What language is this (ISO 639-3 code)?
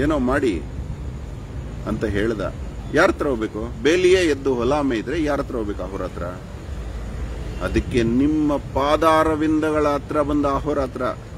kan